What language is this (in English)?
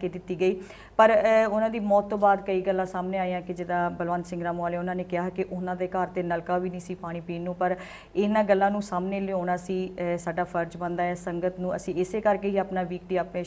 Punjabi